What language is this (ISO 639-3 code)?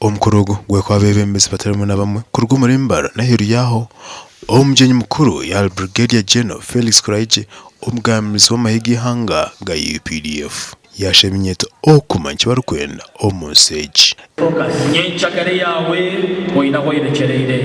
nyn